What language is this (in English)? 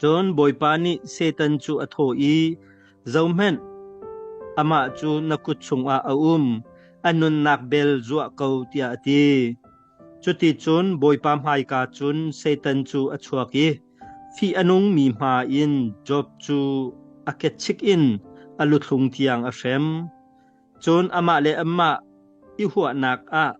Hakha Chin